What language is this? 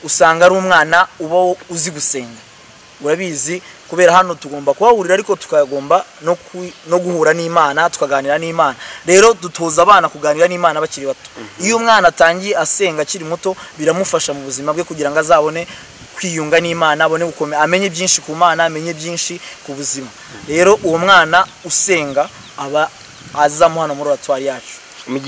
Kinyarwanda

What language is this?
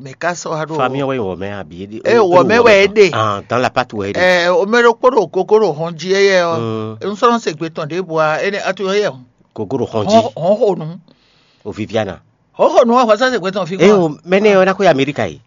Fon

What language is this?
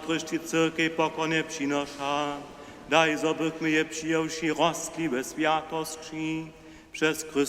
Upper Sorbian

